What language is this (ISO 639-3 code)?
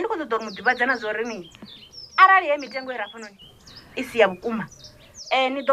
ven